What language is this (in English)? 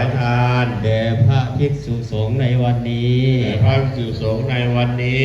Pali